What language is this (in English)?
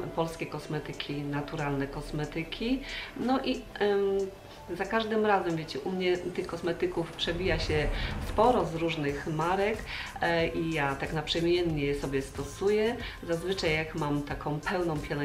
Polish